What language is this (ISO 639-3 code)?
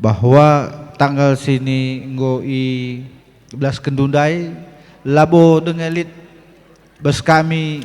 btx